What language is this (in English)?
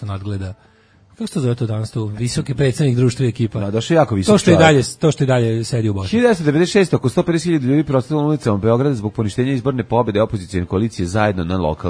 Serbian